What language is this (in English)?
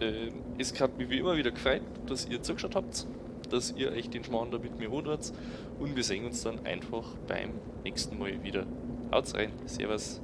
Bavarian